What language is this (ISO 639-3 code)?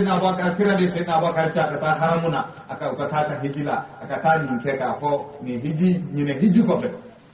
bam